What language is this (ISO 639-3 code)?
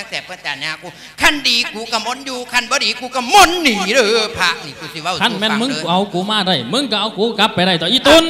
lao